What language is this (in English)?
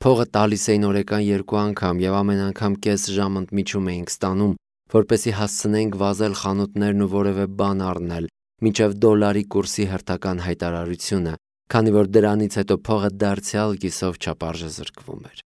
Armenian